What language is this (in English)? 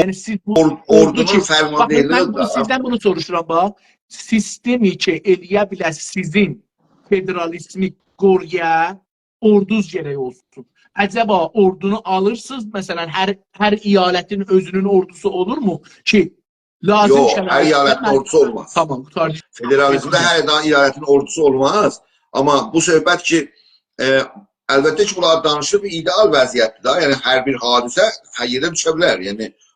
South Azerbaijani